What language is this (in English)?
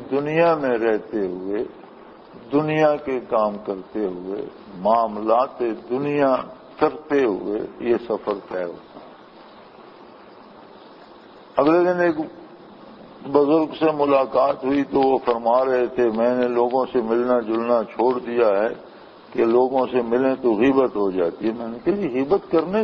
Urdu